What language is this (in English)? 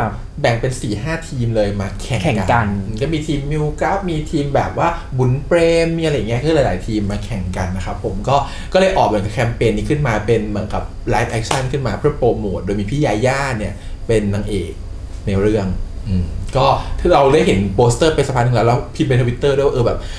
Thai